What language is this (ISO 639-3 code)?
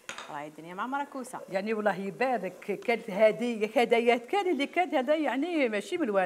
arq